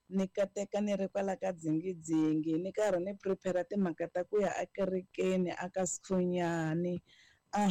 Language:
Tsonga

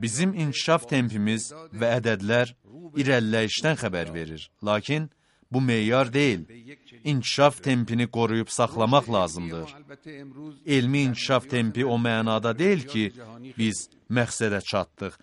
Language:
Azerbaijani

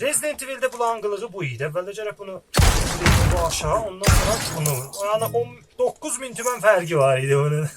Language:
South Azerbaijani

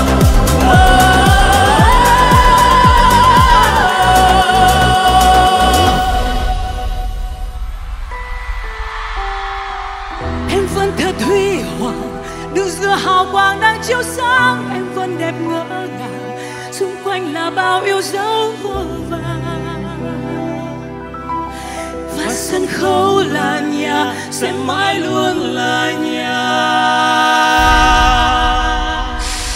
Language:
Vietnamese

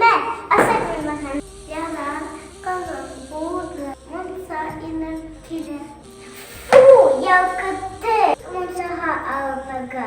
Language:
Bashkir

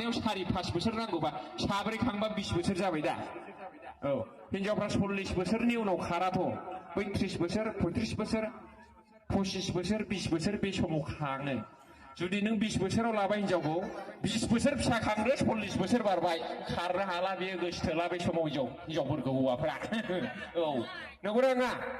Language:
Bodo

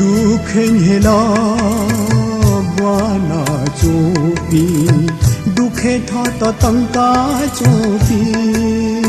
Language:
Newari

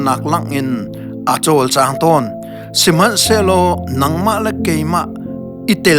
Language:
Hakha Chin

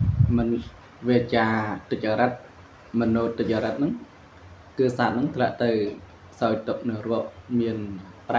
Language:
Khmer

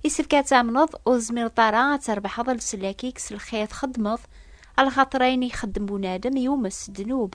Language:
Kabyle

